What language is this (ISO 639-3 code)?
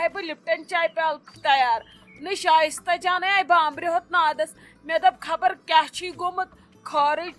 kas